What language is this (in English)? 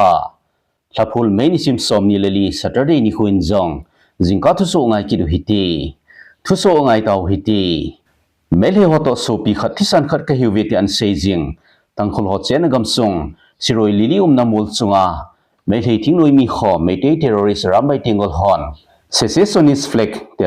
Thado Chin